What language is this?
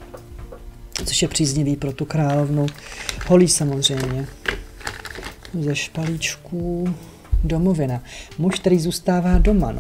Czech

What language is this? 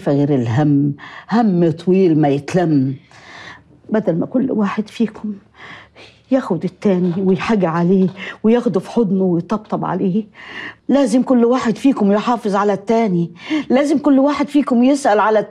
Egyptian Arabic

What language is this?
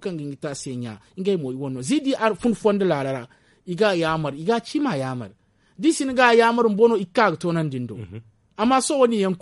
Zarma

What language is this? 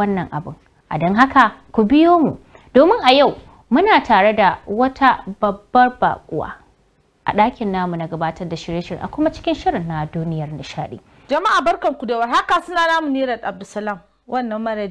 Hausa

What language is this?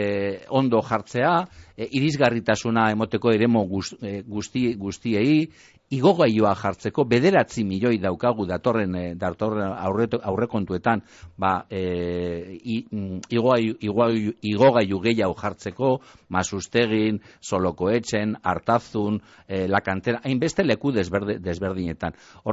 Basque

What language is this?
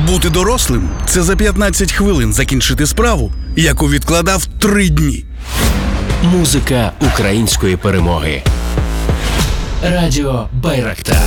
Ukrainian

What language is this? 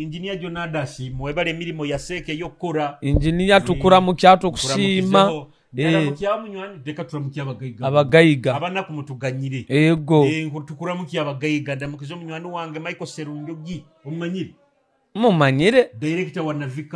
Nyoro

